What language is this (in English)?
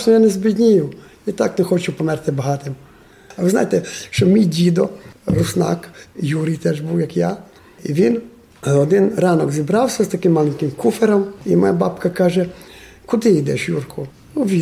Rusyn